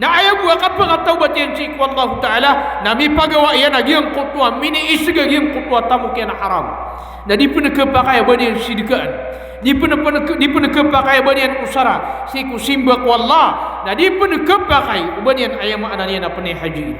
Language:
Maranao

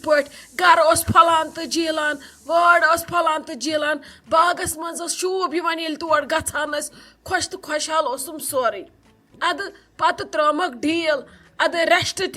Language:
Kashmiri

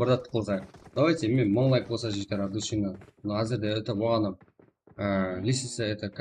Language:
Kara-Kalpak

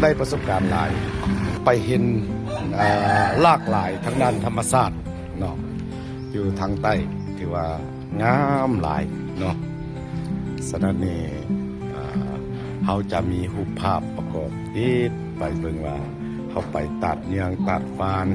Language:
Lao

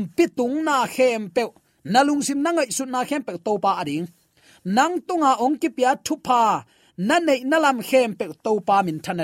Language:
Tedim Chin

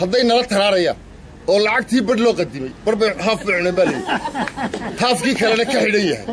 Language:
Somali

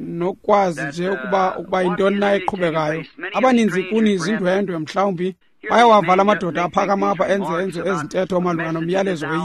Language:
Xhosa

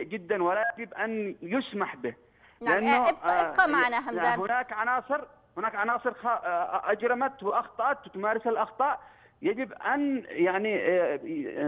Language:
Arabic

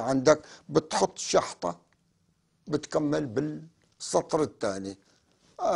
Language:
North Levantine Arabic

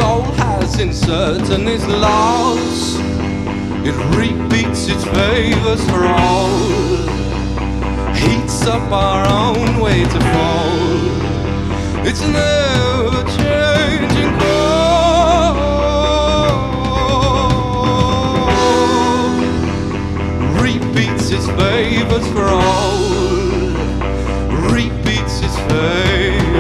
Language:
English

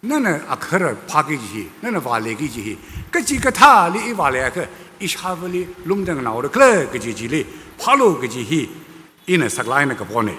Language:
Tangkhul Naga (India)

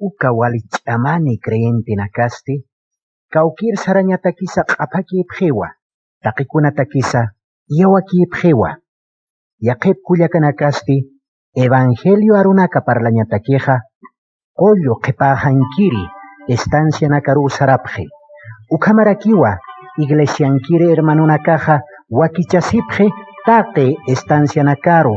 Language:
Aymara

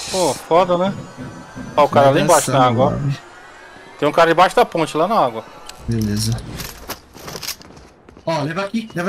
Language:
Portuguese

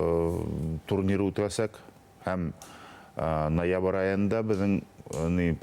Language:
Bashkir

